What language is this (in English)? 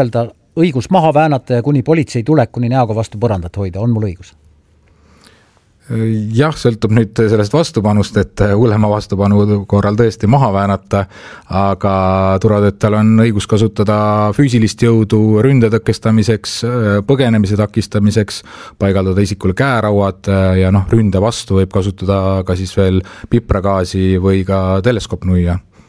Estonian